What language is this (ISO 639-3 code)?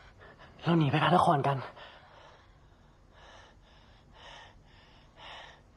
tha